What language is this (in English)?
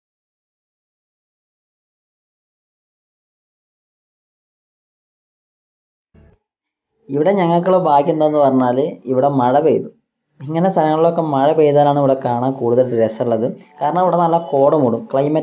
Malayalam